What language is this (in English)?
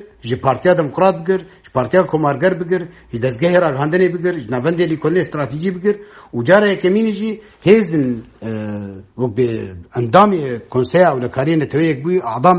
Kurdish